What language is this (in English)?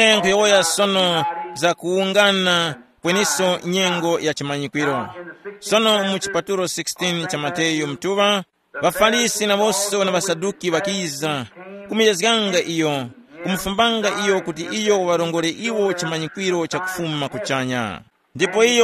Tumbuka